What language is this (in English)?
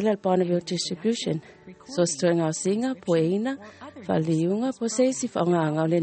Samoan